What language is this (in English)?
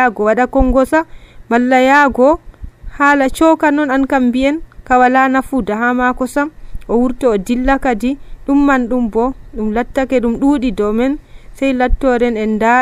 Nigerian Fulfulde